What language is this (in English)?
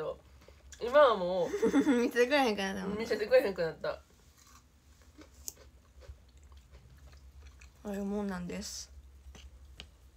Japanese